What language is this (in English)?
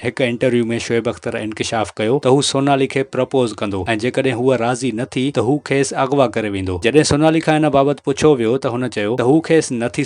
Sindhi